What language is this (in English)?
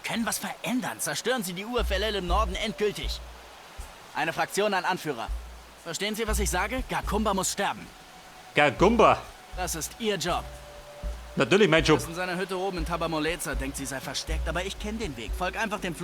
Bavarian